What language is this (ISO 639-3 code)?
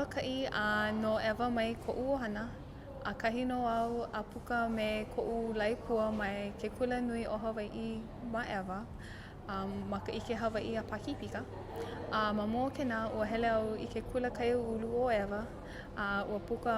haw